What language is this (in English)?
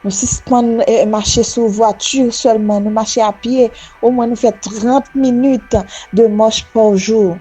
Haitian Creole